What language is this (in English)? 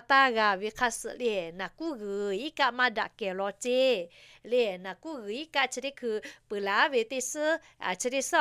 Lahu